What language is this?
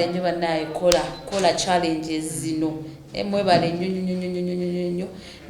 Ganda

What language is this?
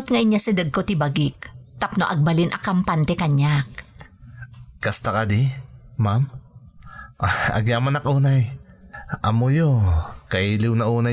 Iloko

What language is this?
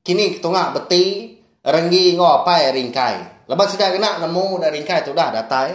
Iban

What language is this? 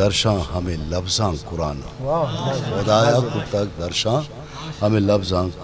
Eastern Balochi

